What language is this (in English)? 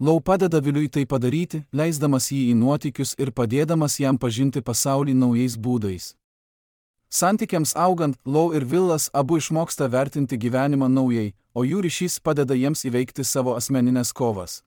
Lithuanian